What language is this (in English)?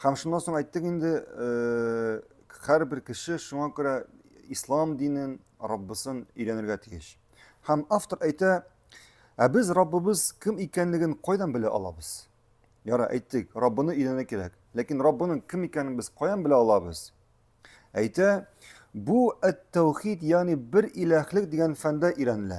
Tatar